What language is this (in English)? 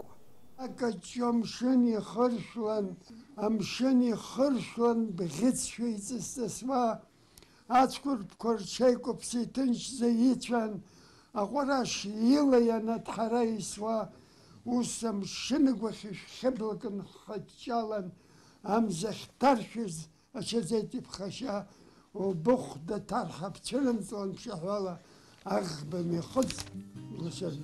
Abkhazian